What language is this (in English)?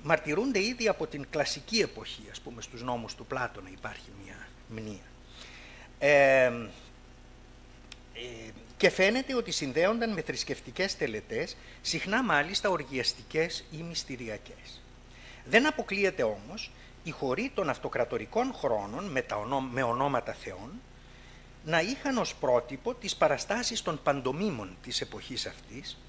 Greek